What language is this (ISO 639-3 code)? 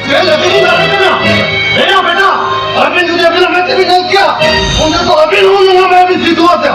sat